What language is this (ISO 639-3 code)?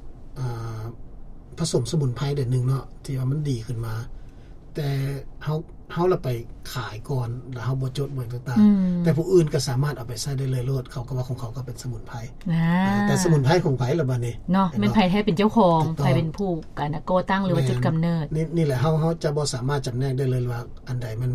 lao